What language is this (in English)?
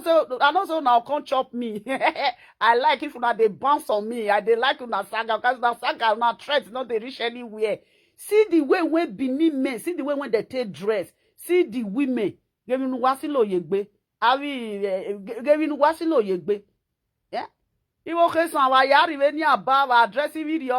Nigerian Pidgin